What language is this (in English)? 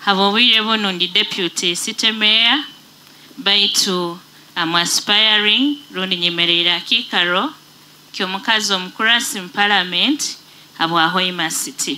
Nyoro